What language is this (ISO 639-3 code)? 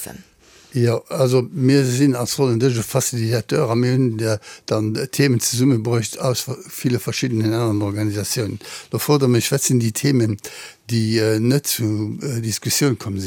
ltz